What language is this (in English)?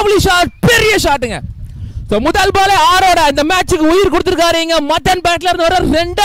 Tamil